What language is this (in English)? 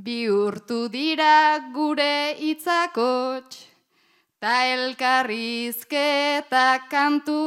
Basque